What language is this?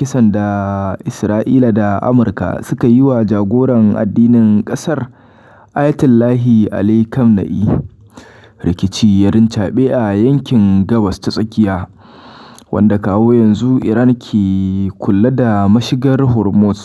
Hausa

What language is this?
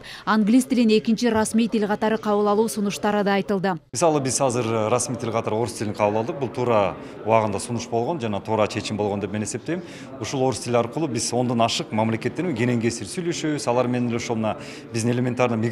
Kyrgyz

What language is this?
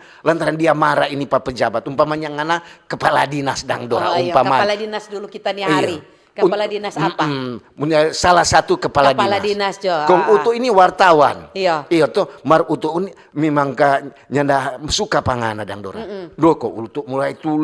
Manado Malay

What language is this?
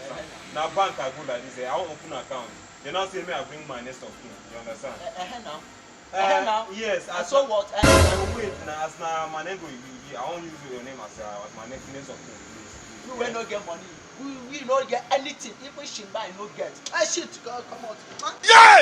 Nigerian Pidgin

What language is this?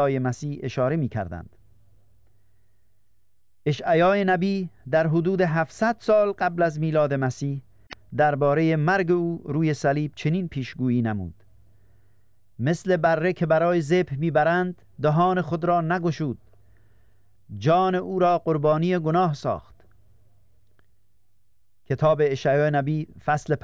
Persian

